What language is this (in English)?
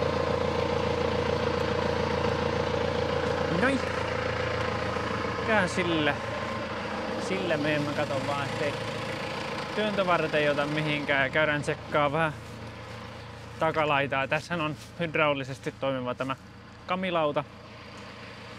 Finnish